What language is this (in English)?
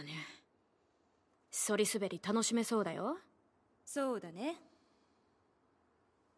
Japanese